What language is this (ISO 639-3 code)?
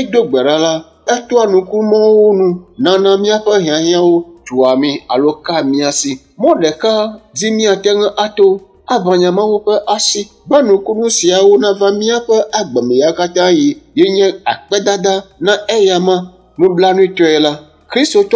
ewe